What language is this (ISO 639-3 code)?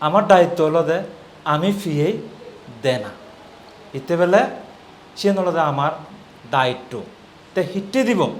ccp